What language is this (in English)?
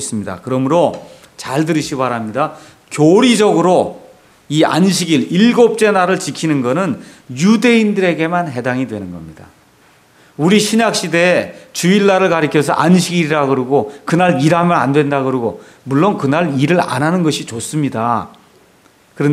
Korean